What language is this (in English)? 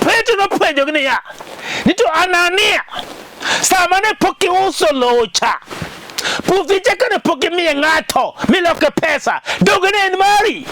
Luo (Kenya and Tanzania)